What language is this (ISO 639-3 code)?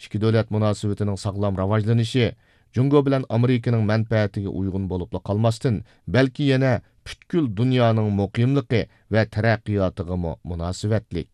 uig